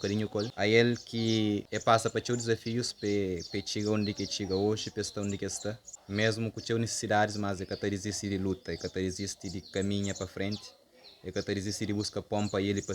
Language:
Kabuverdianu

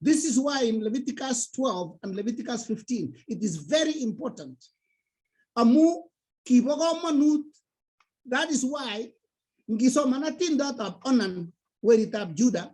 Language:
Kalenjin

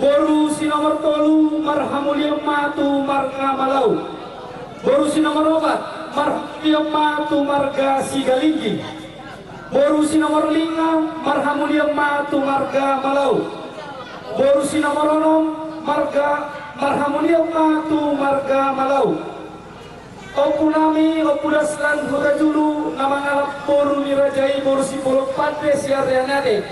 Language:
Batak Toba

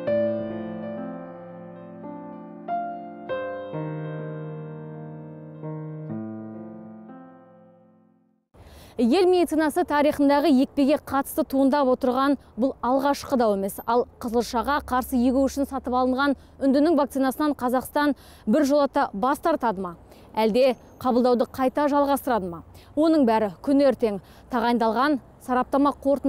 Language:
Kazakh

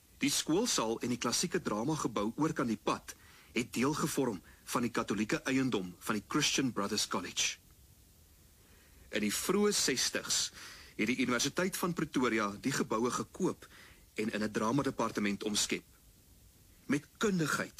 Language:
Afrikaans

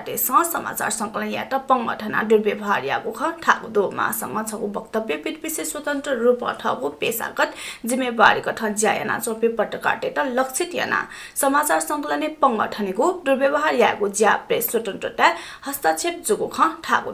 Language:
Newari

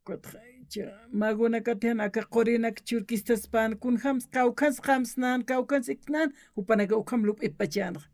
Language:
Aymara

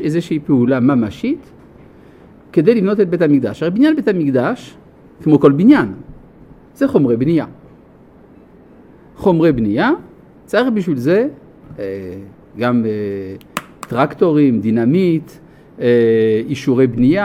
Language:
Hebrew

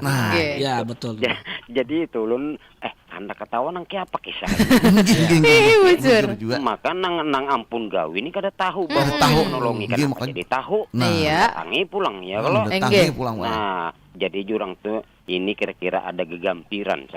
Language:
Banjar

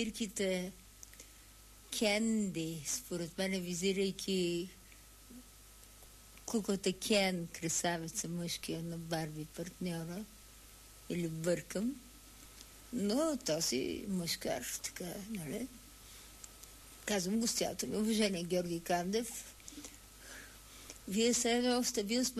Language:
Bulgarian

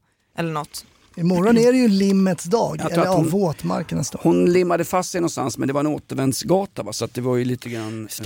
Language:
Swedish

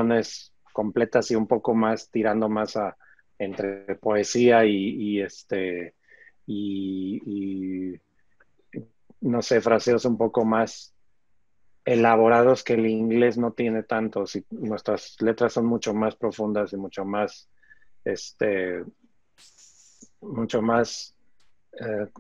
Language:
Spanish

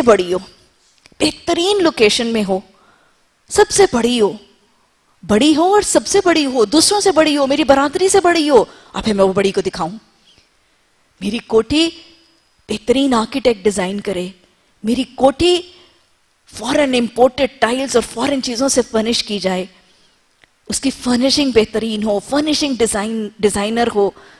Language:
Urdu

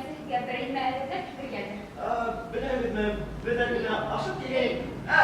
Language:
Bashkir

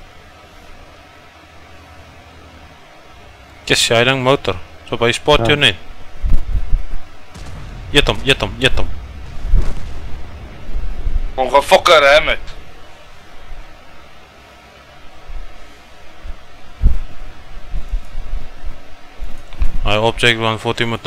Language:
Afrikaans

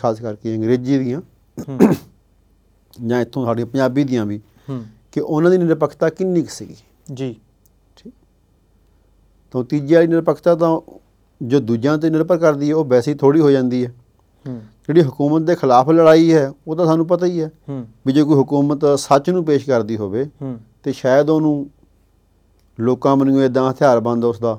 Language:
Punjabi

